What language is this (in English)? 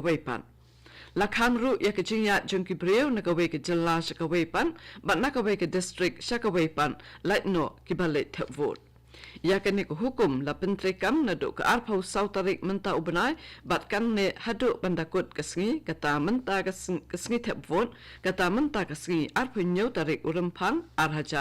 Khasi